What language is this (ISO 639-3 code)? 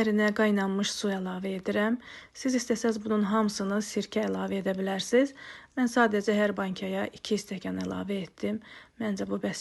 aze